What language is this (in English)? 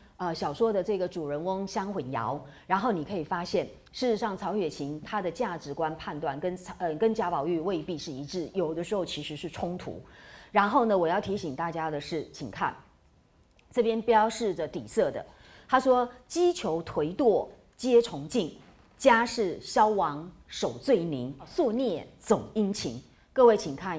Chinese